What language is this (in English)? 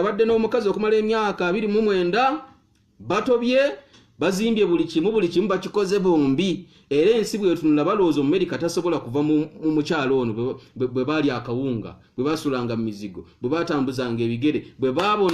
Ganda